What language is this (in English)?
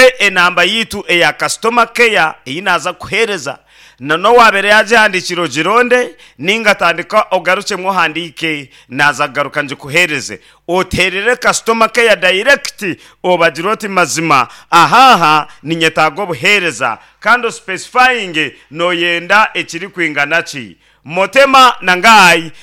Nyankole